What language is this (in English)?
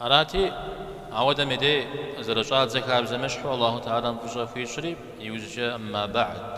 Kabardian